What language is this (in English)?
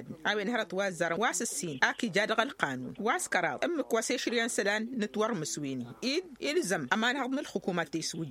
Tamasheq